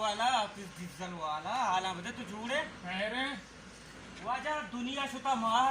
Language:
Baluchi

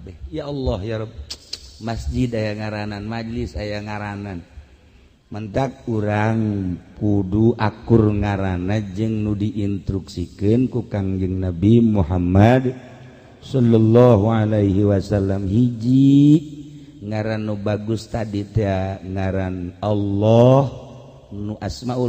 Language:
Sundanese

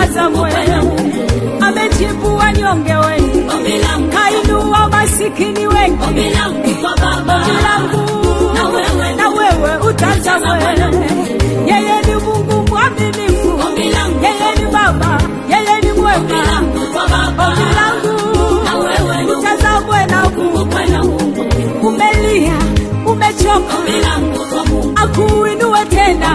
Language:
Swahili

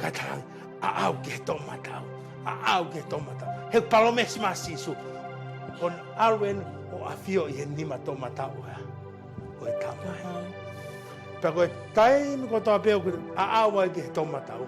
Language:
Tongan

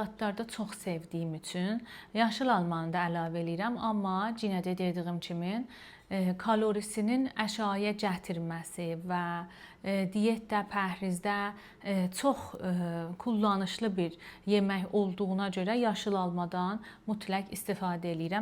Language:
Azerbaijani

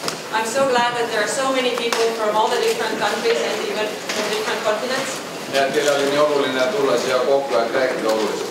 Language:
Estonian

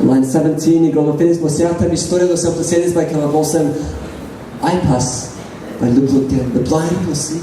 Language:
Tok Pisin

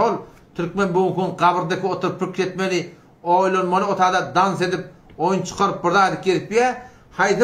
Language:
Turkmen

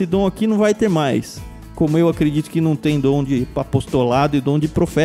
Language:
Portuguese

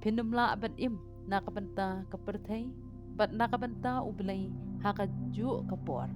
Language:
Khasi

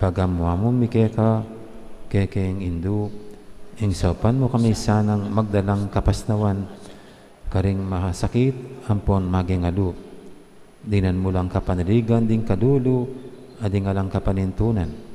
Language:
Pampanga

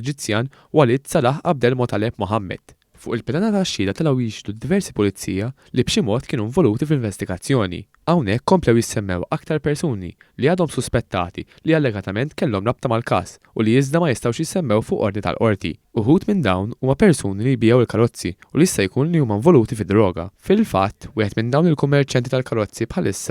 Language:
Maltese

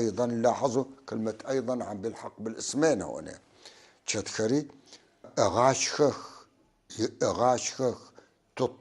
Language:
North Levantine Arabic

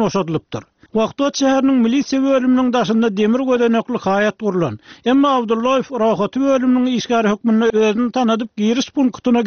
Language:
Turkmen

